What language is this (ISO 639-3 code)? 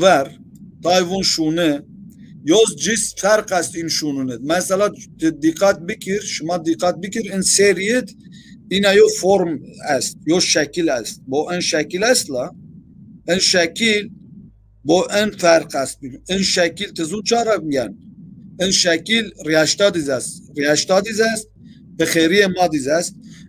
zza